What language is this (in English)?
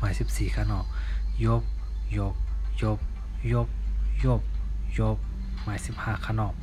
Shan